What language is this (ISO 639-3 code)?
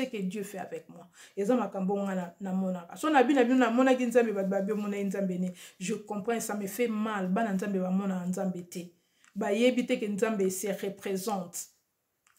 lin